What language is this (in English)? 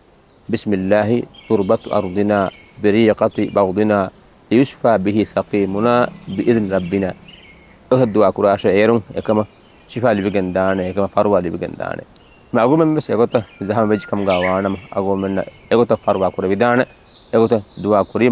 Divehi